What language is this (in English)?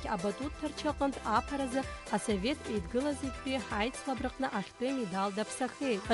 Abkhazian